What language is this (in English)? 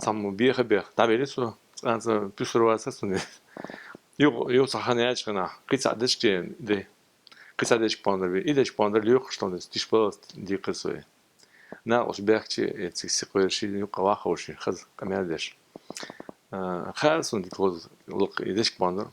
Chechen